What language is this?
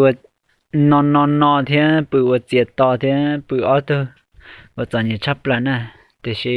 Hmong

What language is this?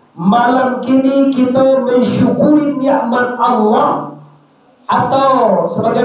Minangkabau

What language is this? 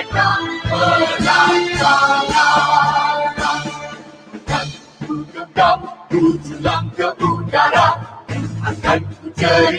Malay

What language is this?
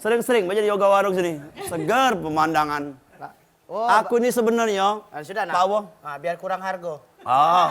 Musi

